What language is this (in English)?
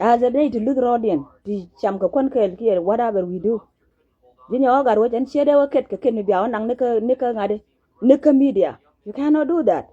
Nuer